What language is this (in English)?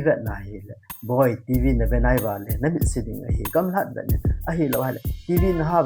Thado Chin